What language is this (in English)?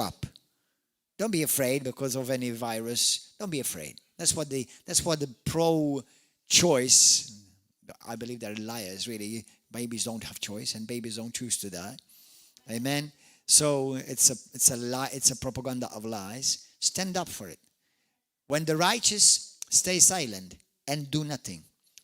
English